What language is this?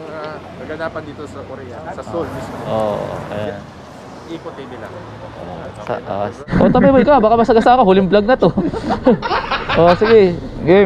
Filipino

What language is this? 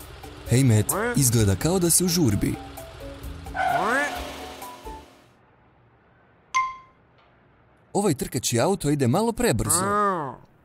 Croatian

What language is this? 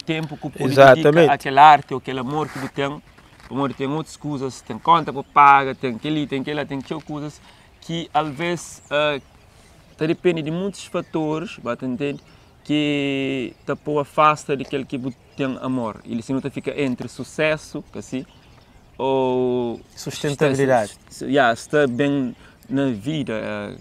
Kabuverdianu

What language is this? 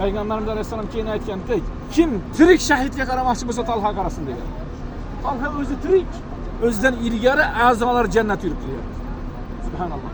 Uzbek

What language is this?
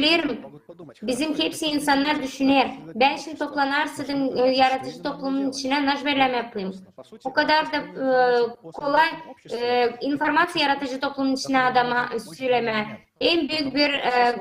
Gagauz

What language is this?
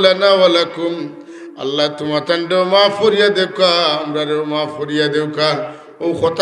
Sylheti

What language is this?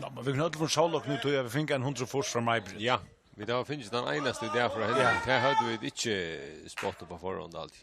Faroese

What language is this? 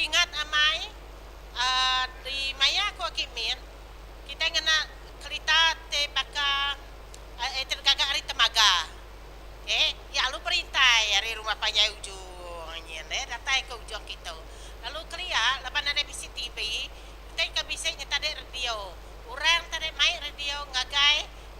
Iban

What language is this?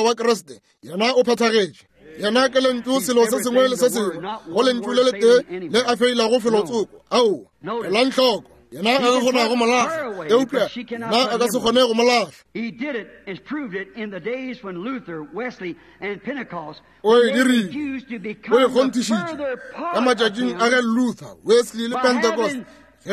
Northern Sotho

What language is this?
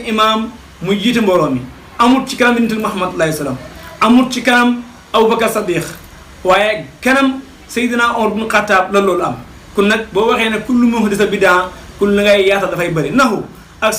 Wolof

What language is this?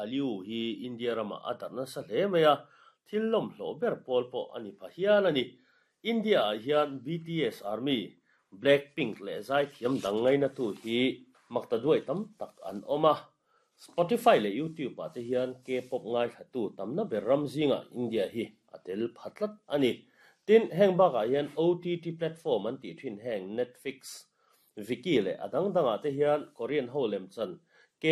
Mizo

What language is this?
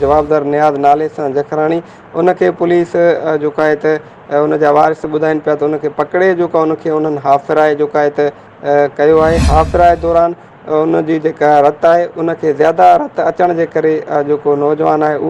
Sindhi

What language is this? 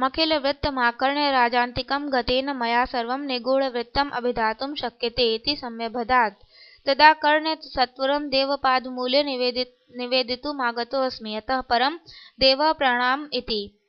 Sanskrit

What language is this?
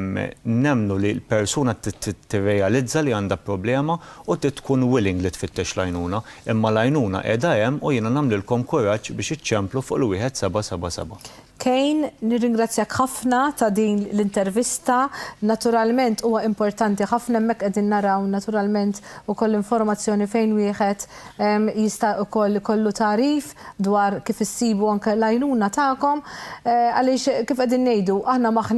Maltese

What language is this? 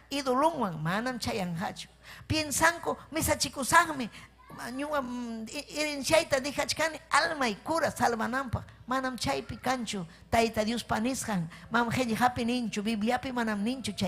Ayacucho Quechua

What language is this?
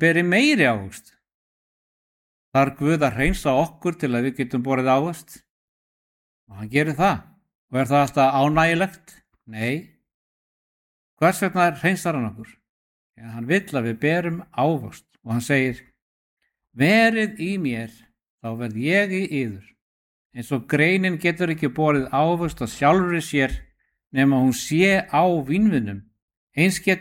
Icelandic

